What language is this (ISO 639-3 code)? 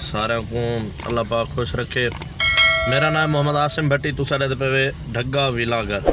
skr